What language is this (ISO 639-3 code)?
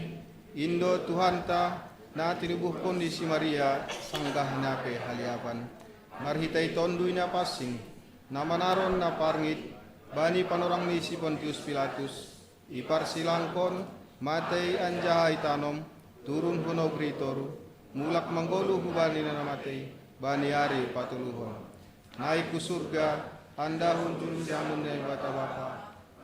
bts